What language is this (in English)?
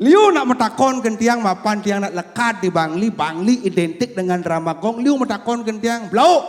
Balinese